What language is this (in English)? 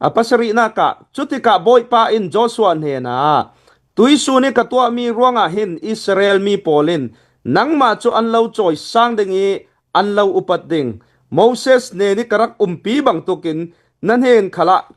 Hakha Chin